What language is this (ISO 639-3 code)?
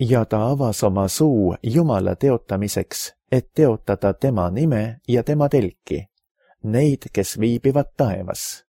est